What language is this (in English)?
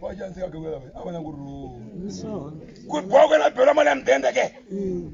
Tsonga